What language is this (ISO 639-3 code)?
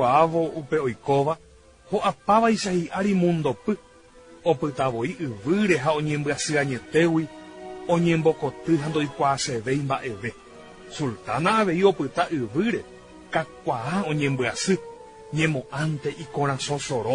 grn